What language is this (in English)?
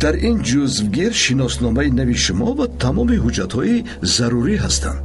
Tajik